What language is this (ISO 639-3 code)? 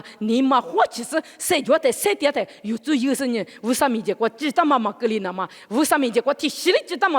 lis